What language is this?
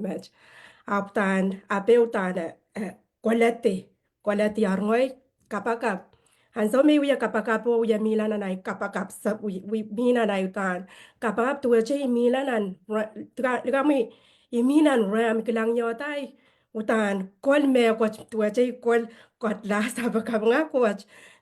Pohnpeian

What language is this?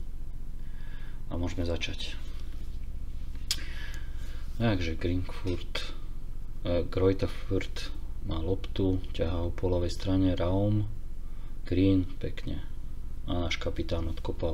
Slovak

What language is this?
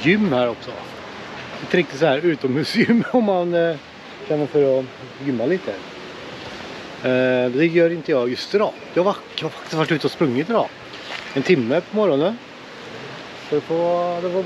Swedish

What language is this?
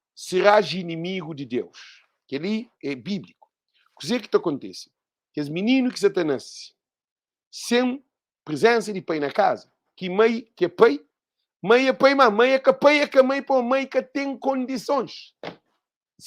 Kabuverdianu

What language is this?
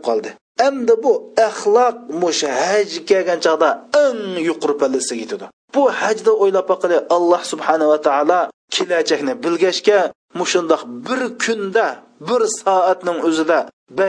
Uyghur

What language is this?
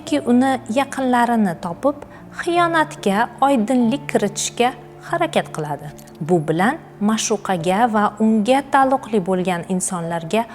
Uzbek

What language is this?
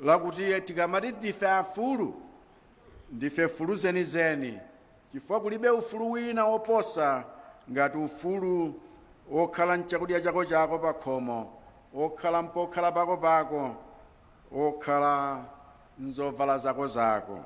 Nyanja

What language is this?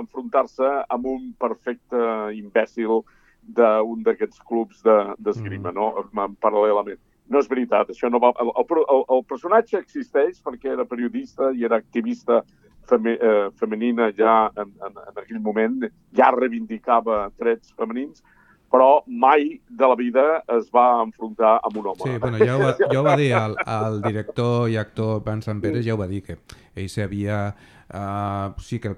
Catalan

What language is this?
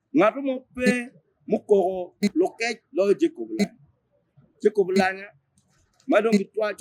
Acoli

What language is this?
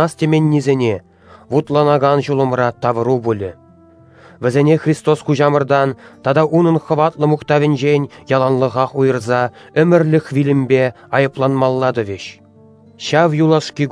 Chuvash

